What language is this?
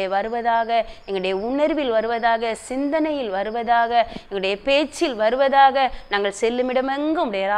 Tamil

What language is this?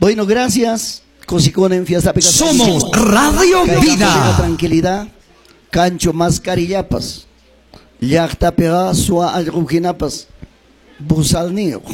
Ayacucho Quechua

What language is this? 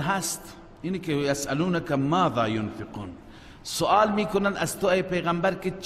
Persian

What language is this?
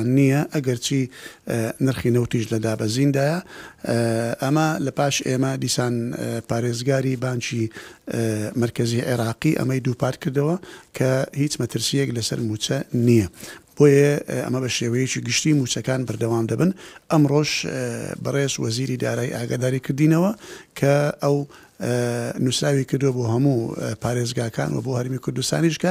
Central Kurdish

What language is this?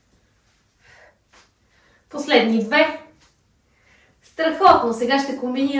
Bulgarian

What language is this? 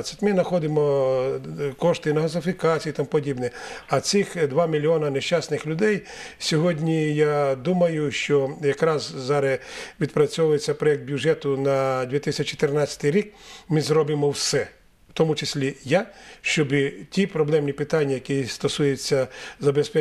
Ukrainian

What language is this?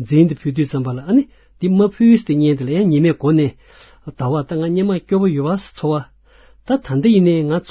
Tibetan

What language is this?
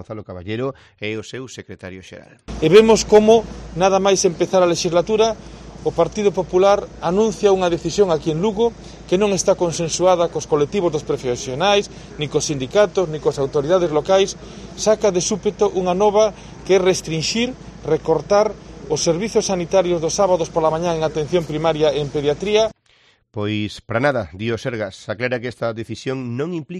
Galician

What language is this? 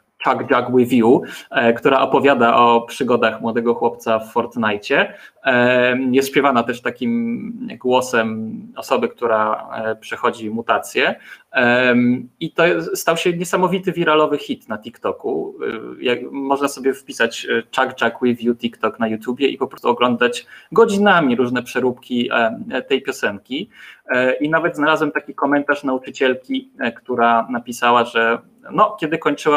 Polish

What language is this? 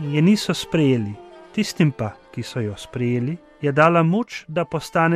Slovenian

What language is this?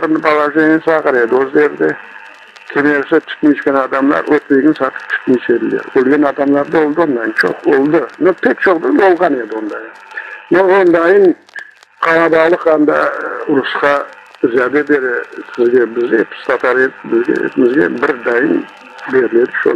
Crimean Tatar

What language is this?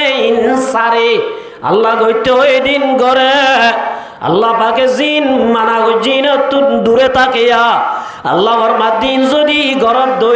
Rohingya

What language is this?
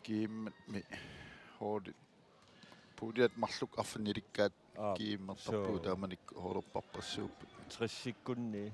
Kalaallisut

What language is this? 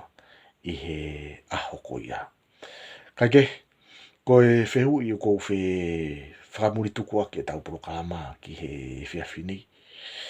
Tongan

